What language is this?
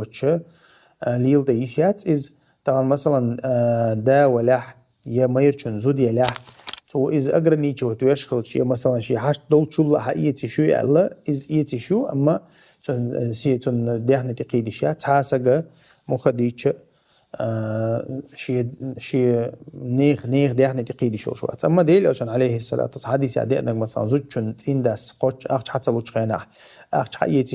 Chechen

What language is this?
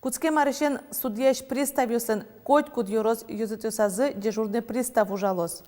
Udmurt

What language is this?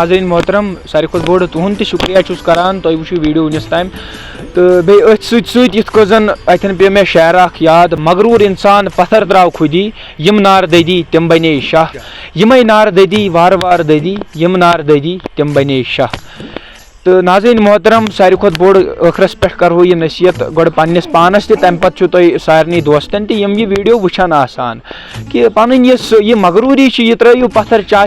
Kashmiri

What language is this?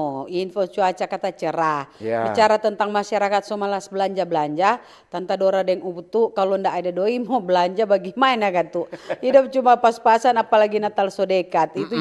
Manado Malay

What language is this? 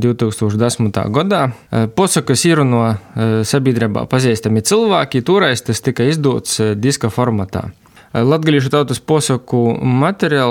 Latvian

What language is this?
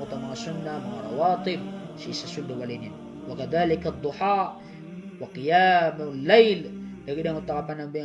Maranao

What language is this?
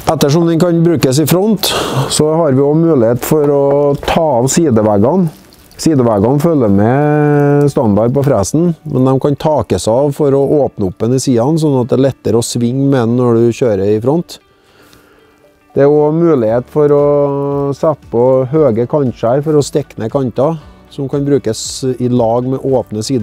Norwegian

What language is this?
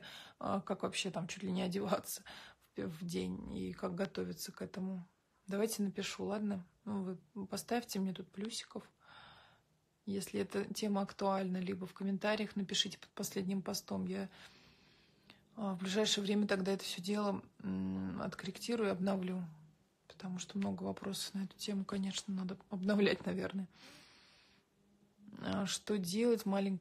Russian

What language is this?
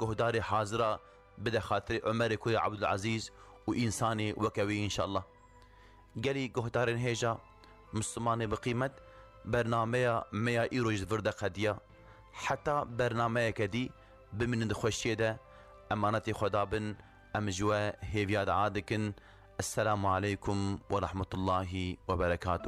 Kurdish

